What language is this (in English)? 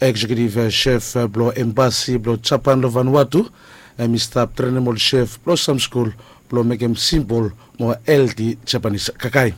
Bislama